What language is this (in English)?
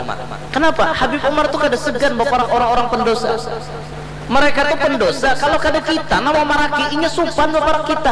Banjar